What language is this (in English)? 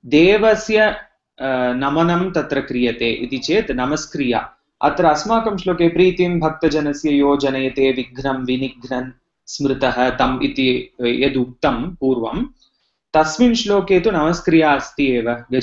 Sanskrit